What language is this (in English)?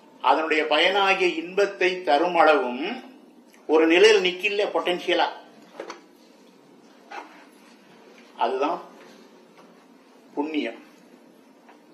Tamil